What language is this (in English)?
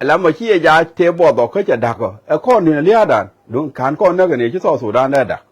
Nuer